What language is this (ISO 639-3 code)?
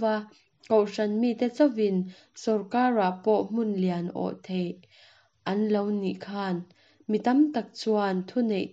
lus